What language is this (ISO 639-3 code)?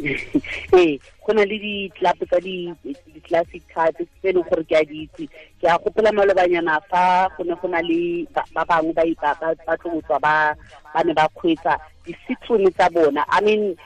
tsn